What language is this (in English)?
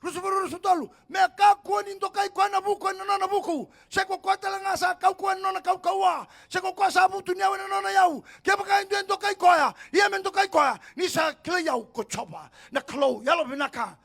Fijian